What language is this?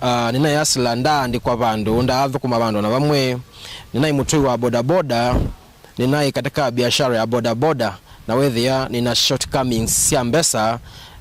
Kamba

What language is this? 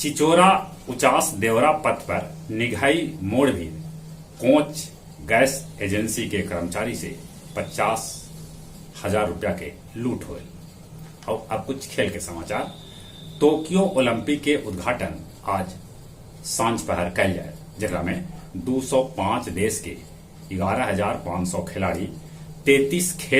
Magahi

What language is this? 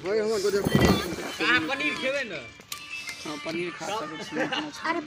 Maithili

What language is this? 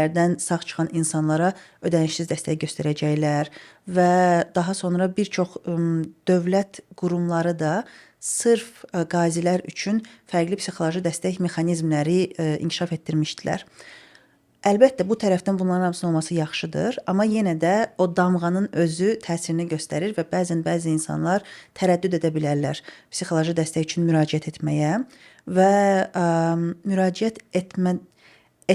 Azerbaijani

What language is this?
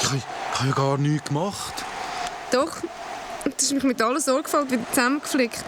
Swiss German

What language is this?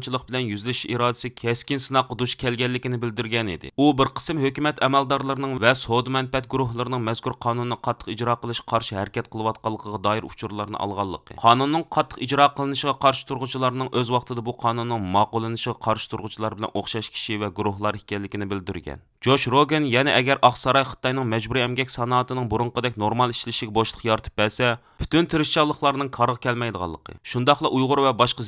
Uyghur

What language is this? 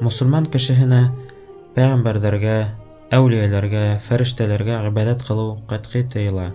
Bashkir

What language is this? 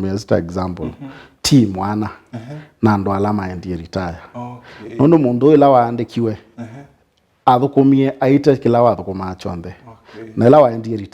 Kamba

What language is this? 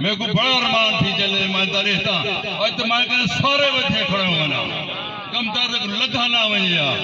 Saraiki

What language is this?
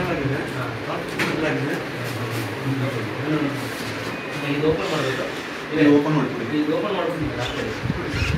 Kannada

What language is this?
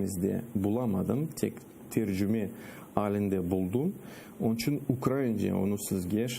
Crimean Tatar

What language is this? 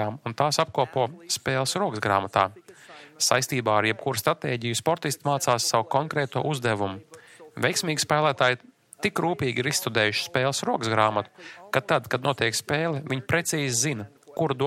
Latvian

